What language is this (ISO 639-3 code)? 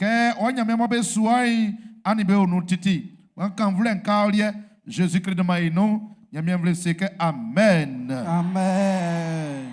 bci